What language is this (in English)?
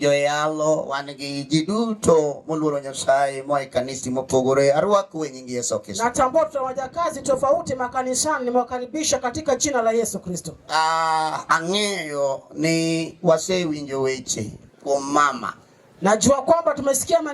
Luo (Kenya and Tanzania)